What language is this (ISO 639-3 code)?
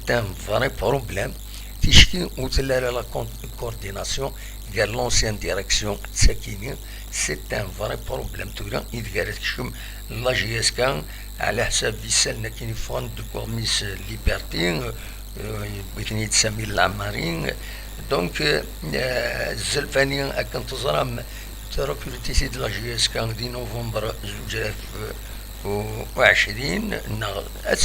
kab